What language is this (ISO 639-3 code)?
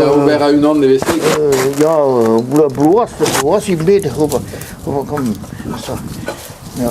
bre